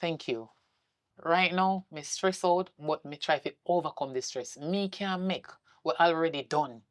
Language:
Jamaican Creole English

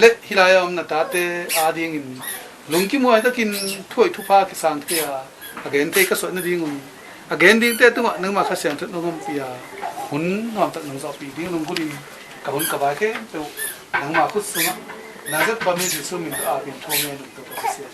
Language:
Tedim Chin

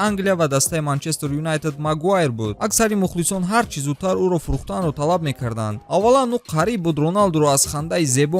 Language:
Tajik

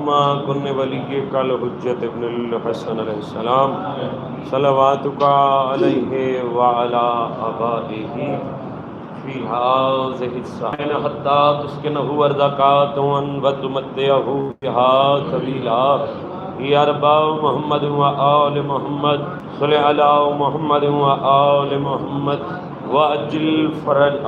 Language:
Saraiki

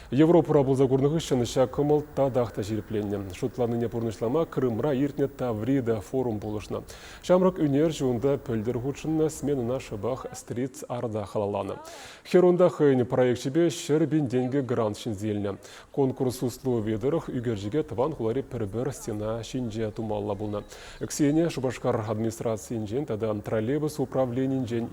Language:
Chuvash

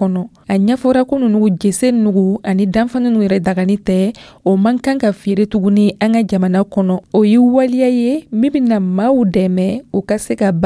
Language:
Dyula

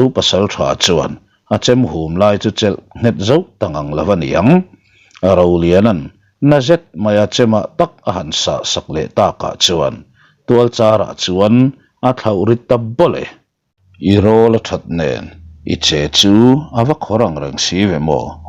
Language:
Mizo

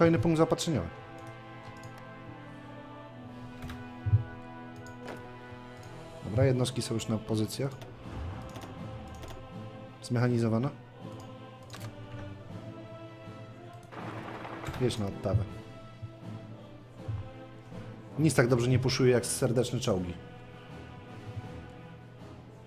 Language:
Polish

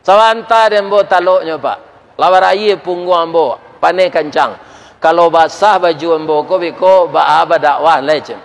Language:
Minangkabau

